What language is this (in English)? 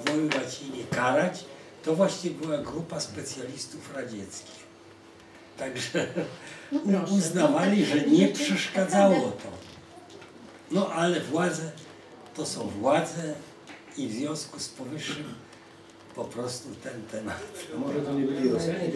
Polish